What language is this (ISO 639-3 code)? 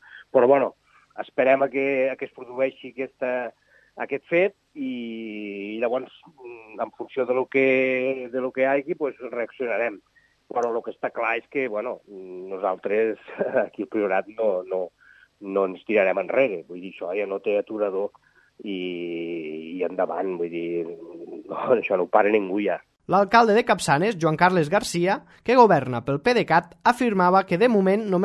cat